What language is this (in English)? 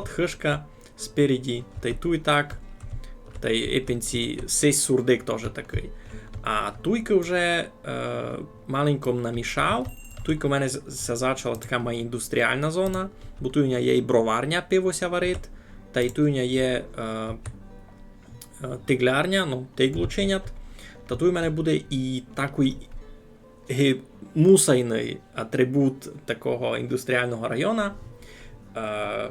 Rusyn